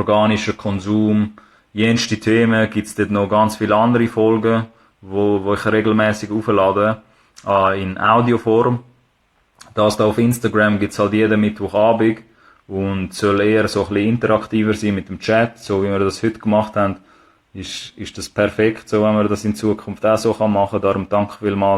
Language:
Swiss German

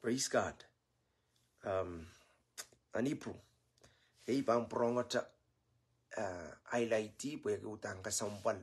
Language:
Pohnpeian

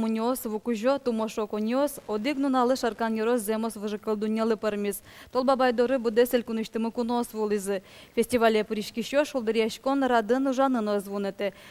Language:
Udmurt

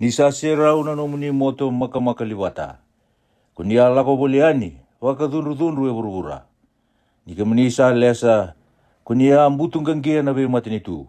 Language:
Fijian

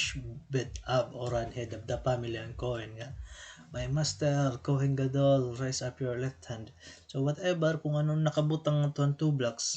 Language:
Waray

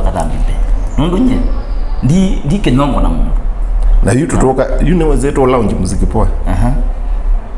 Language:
Kamba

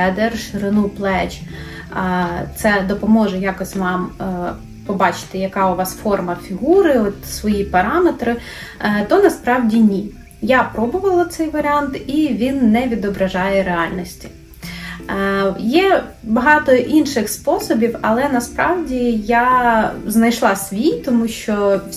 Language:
Ukrainian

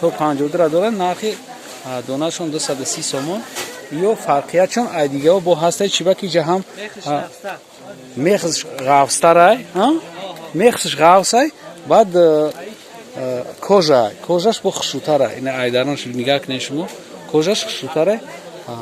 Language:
Tajik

